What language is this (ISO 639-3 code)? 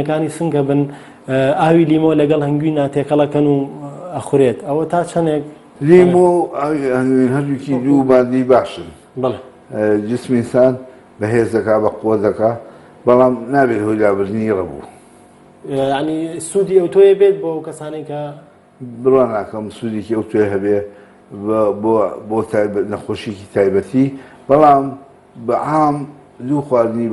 ckb